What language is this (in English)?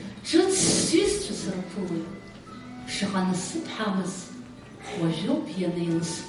Abkhazian